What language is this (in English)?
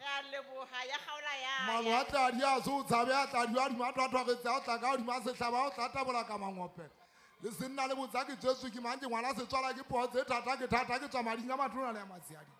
Southern Sotho